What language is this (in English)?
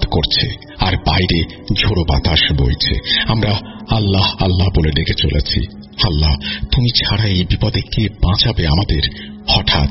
Bangla